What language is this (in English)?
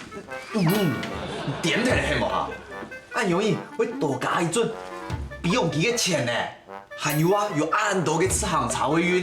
Hakka Chinese